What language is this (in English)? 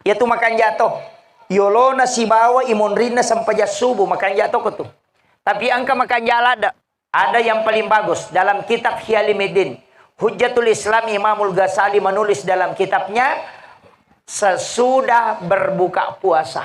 Buginese